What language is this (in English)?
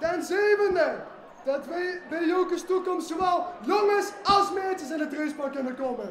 Limburgish